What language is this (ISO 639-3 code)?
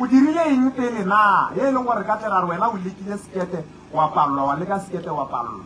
nso